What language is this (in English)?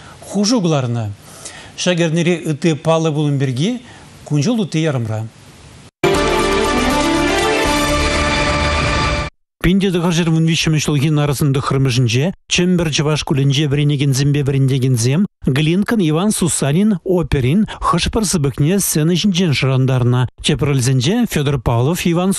Chuvash